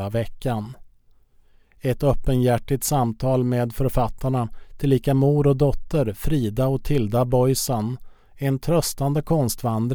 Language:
Swedish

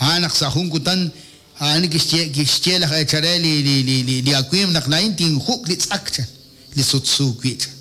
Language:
Kekchí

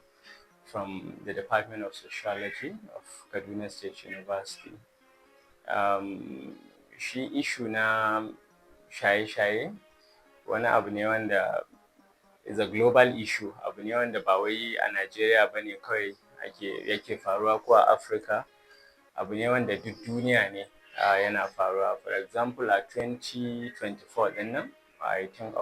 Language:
Hausa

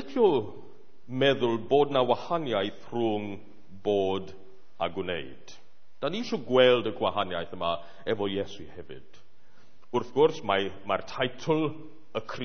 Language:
Welsh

